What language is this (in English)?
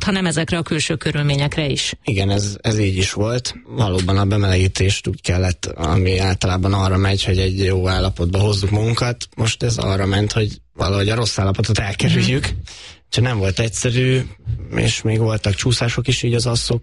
Hungarian